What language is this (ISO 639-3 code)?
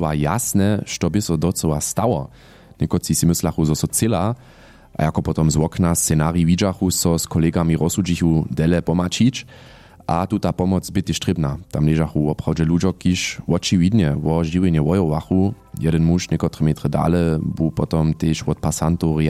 hsb